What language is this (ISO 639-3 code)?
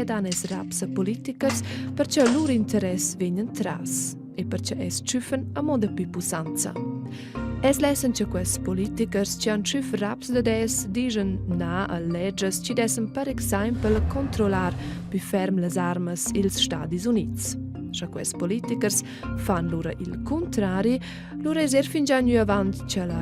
roh